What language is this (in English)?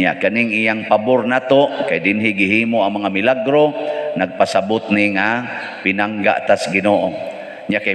Cebuano